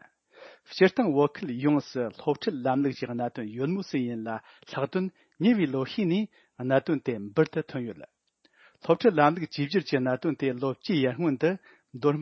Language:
Tibetan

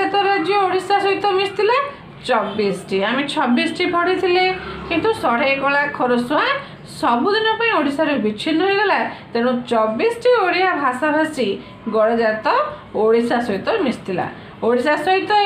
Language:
Odia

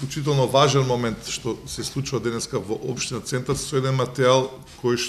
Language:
Macedonian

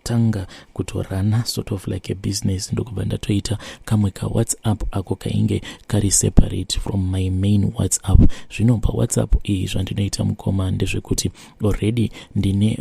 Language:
Shona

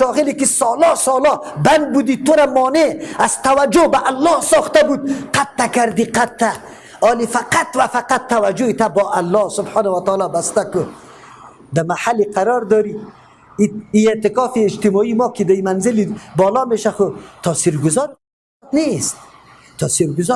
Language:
Persian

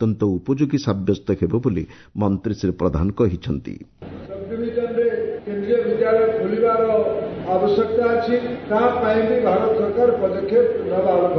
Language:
Odia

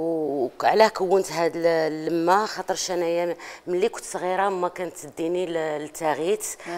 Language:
Algerian Arabic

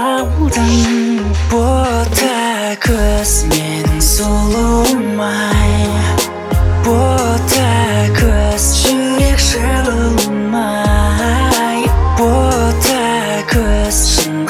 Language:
Kazakh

